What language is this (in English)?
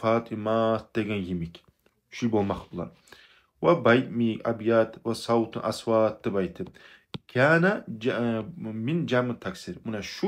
Kumyk